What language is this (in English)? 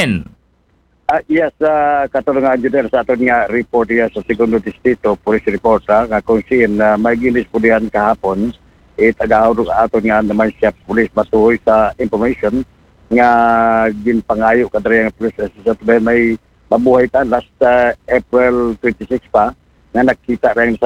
Aklanon